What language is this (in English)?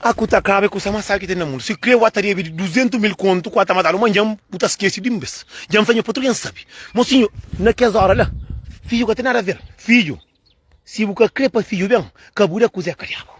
Kabuverdianu